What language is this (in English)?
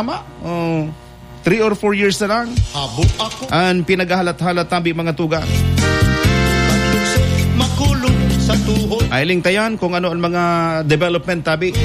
Bikol